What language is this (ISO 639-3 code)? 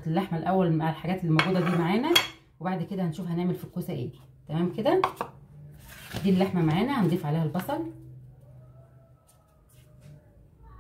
arz